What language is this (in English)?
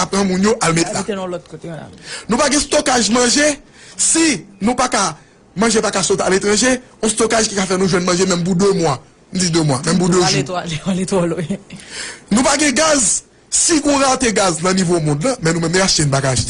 Haitian Creole